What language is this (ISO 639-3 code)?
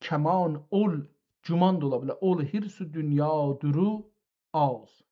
azb